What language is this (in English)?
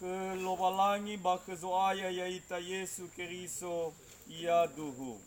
Nias